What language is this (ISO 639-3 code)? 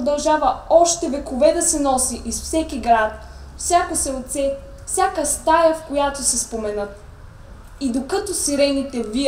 bul